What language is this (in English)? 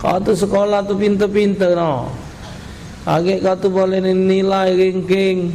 Musi